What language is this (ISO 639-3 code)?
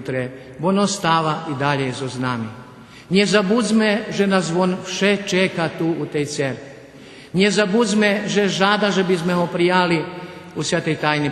rue